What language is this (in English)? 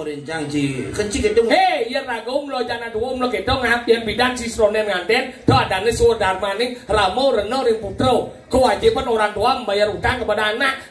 Balinese